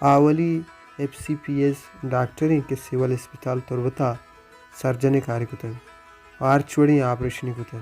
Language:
Baluchi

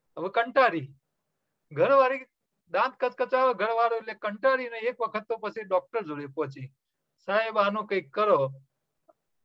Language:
Gujarati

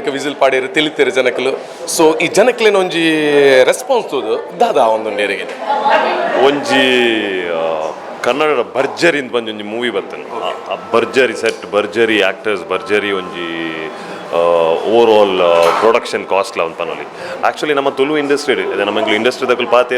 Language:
Tulu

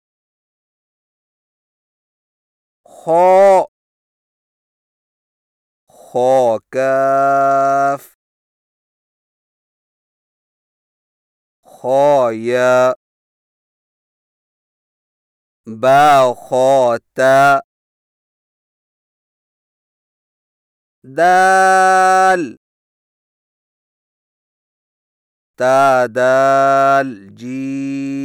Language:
Urdu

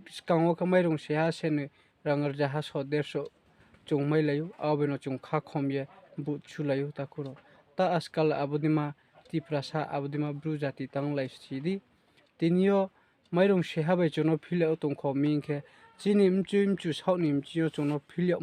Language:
Riang (India)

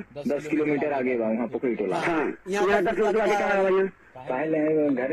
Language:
Chhattisgarhi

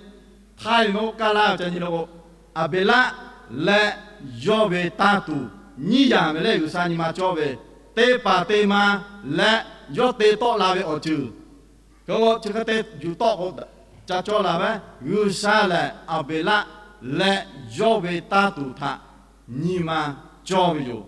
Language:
Lahu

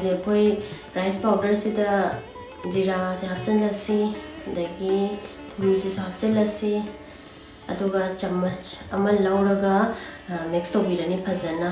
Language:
Manipuri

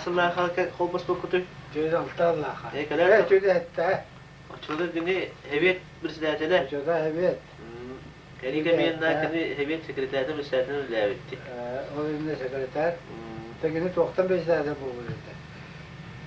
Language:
Yakut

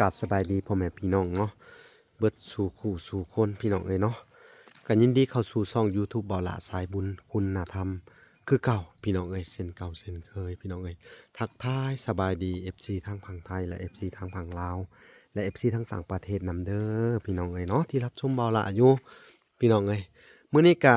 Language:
Lao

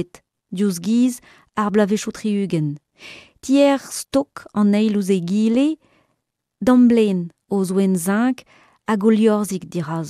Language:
Breton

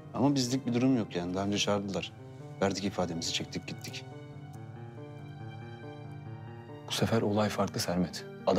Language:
Turkish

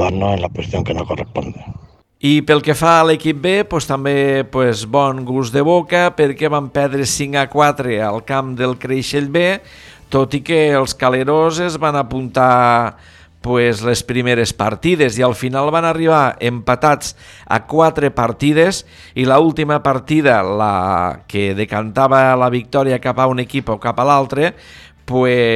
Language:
Catalan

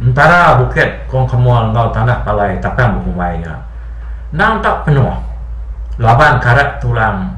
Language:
Iban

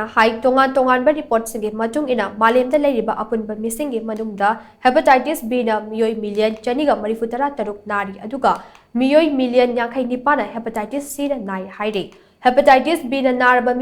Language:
Manipuri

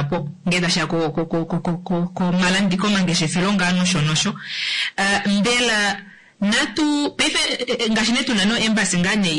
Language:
Kuanyama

